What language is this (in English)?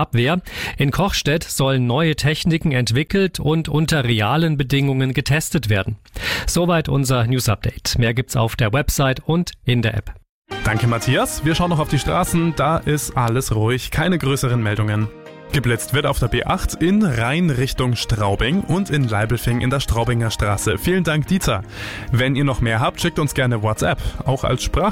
German